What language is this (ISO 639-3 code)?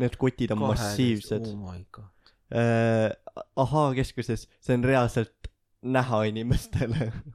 est